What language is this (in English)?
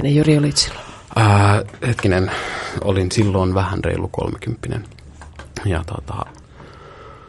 Finnish